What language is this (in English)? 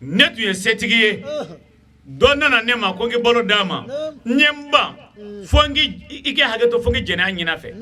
Bambara